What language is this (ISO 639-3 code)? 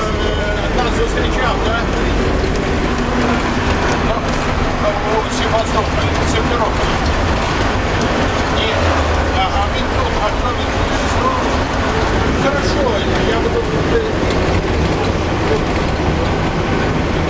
ukr